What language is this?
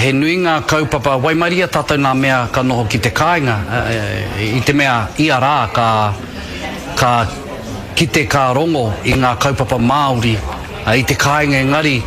Māori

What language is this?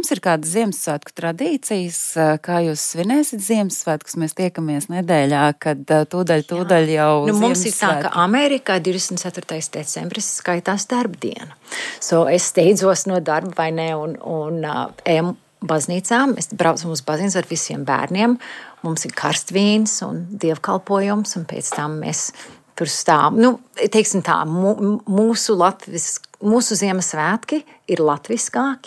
Latvian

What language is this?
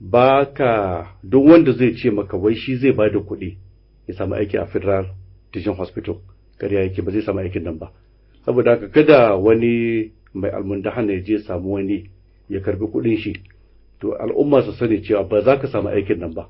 Hausa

